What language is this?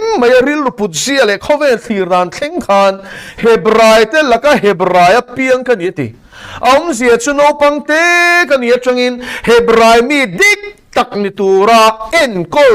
Mizo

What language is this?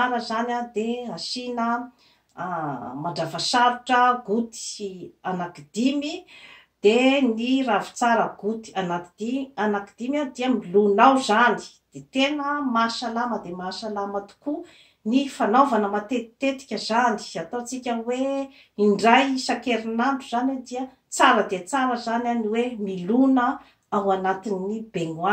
Malagasy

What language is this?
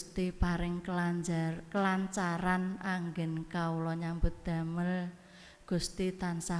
Javanese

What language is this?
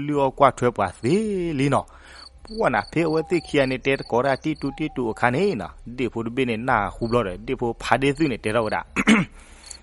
S'gaw Karen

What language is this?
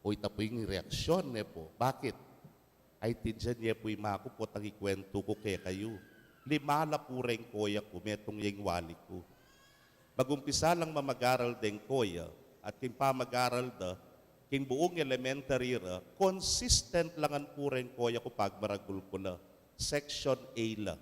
Pampanga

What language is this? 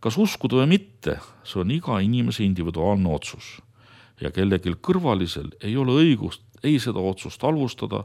Estonian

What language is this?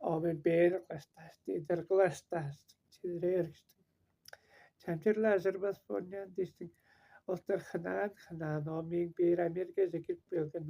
Tuvinian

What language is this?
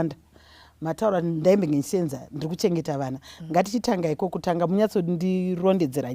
Shona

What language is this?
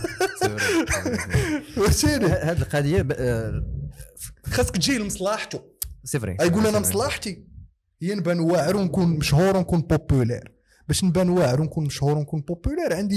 Moroccan Arabic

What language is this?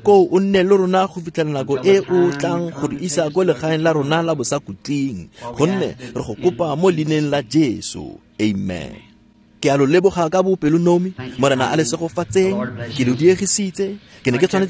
Tswana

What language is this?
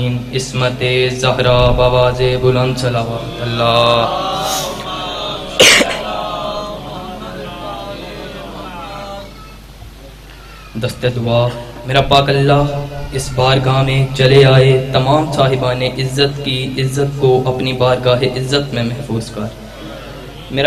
Urdu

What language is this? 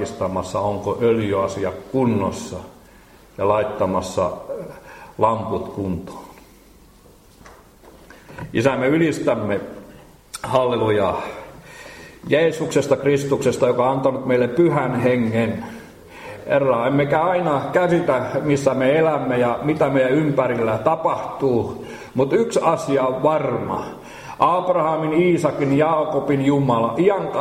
Finnish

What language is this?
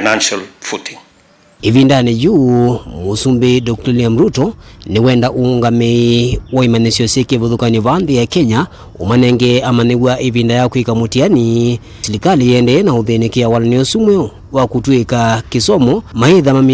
Kamba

